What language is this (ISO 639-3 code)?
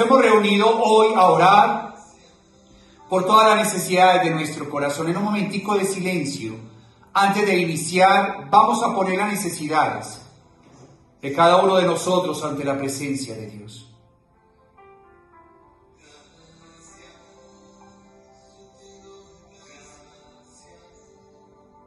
spa